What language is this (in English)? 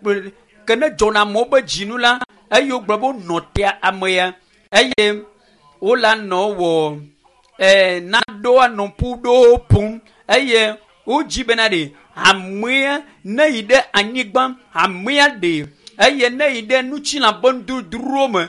Ewe